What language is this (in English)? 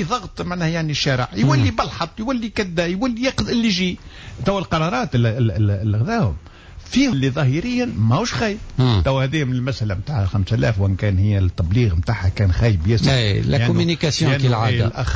Tunisian Arabic